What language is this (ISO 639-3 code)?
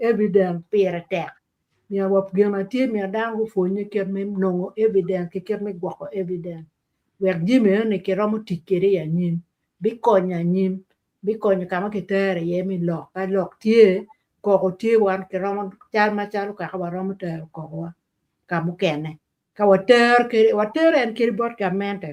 ach